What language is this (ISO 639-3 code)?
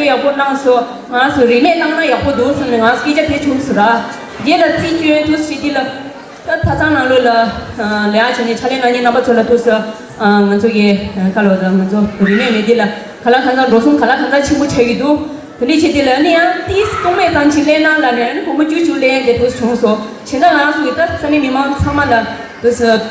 bod